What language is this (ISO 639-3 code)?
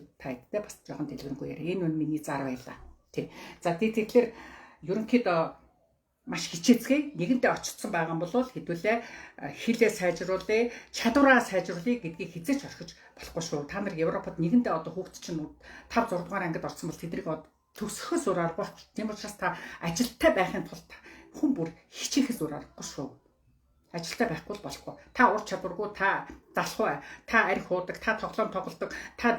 mon